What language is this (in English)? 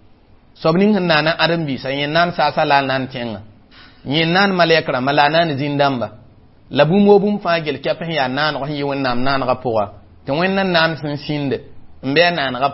Mossi